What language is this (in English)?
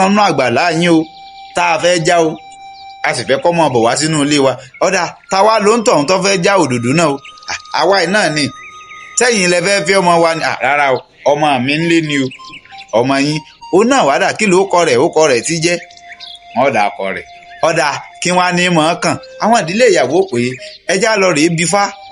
Yoruba